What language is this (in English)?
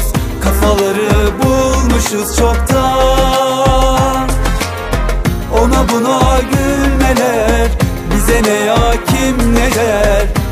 Turkish